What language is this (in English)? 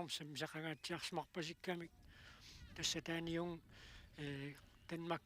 Kalaallisut